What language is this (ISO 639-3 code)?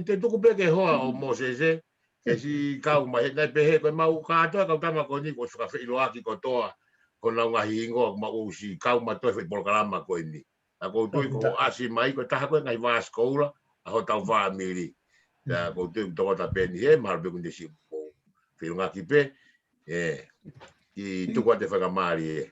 ton